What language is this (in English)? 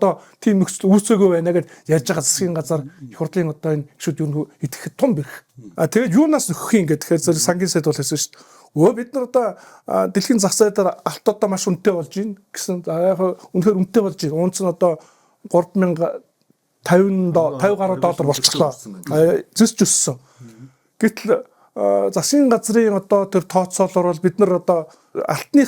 Mongolian